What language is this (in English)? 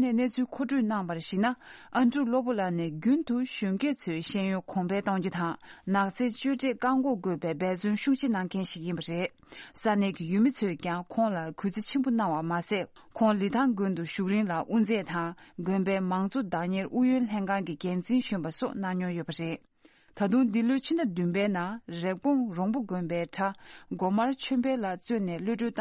Tibetan